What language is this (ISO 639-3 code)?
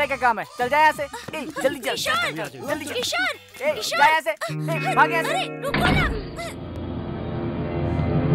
hin